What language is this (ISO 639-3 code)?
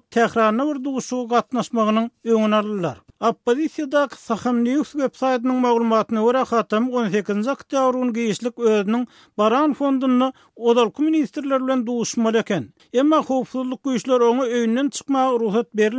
tuk